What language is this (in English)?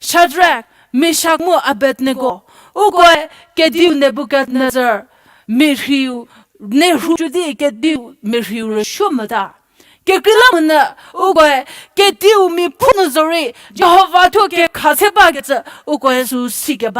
Angami Naga